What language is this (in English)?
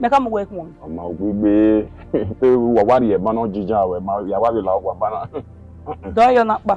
Bini